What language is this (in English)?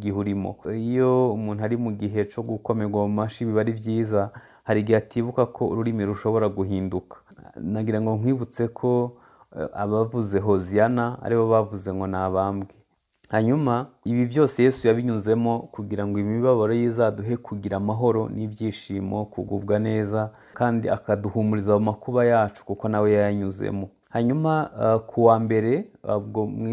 Kinyarwanda